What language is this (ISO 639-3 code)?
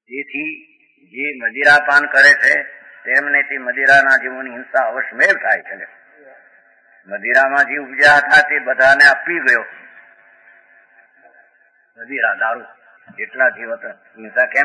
guj